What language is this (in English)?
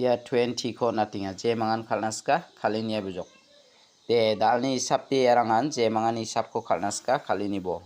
Garo